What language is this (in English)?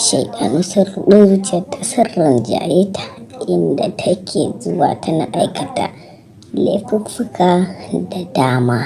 Hausa